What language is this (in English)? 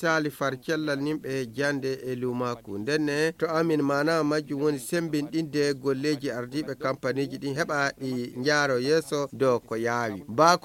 Fula